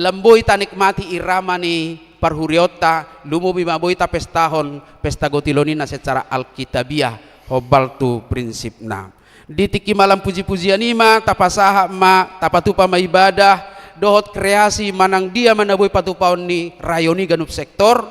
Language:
Batak Toba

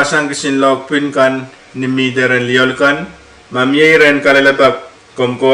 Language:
Pohnpeian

